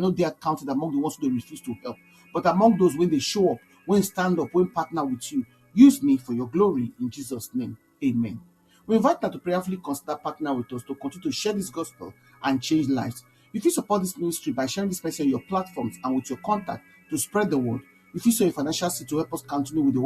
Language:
Nigerian Pidgin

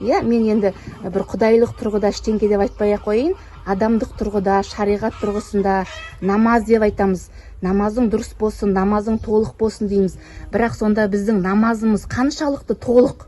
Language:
Kazakh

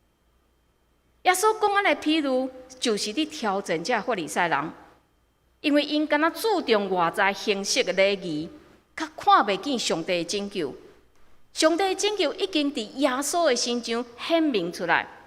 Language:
Min Nan Chinese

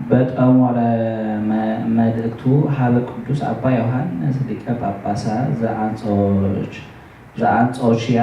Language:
Geez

